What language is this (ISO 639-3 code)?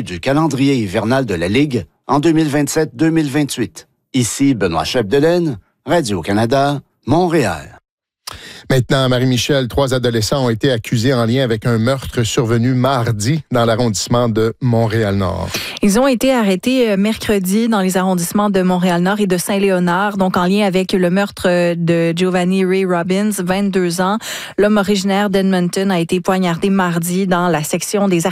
fra